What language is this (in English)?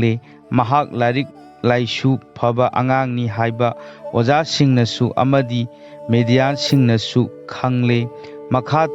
Manipuri